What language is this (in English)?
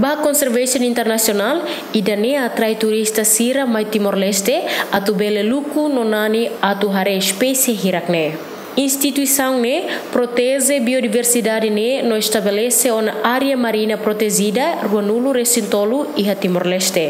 Tetum